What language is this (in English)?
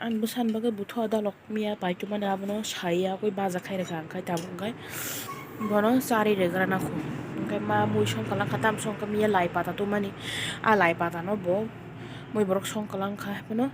Kok Borok